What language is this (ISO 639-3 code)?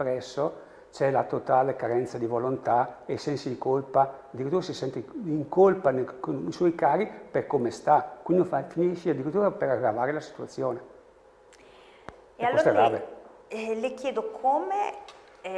ita